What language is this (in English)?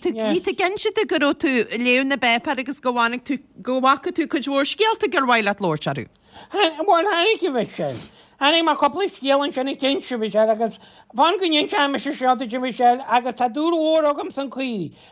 Irish